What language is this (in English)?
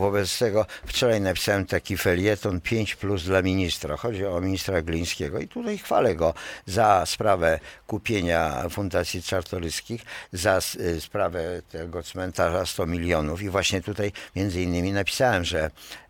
Polish